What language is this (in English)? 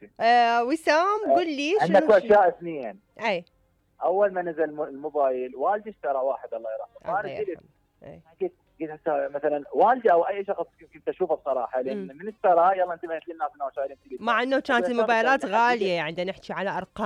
Mesopotamian Arabic